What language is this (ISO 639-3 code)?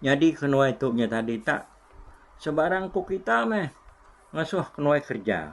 iba